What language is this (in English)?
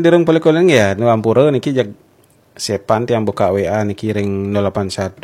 Balinese